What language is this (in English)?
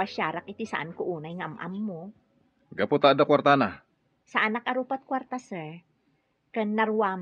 Iloko